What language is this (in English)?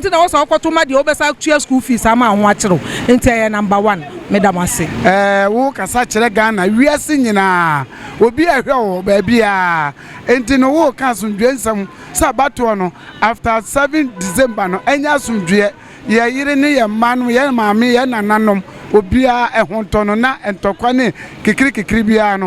Akan